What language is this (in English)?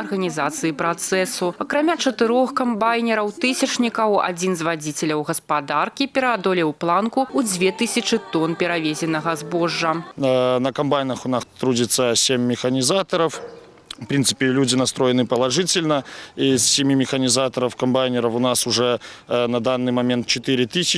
Belarusian